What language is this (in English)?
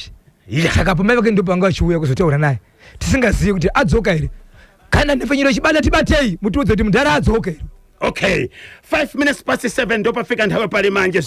Shona